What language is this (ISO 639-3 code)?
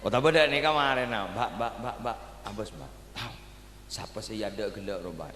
mad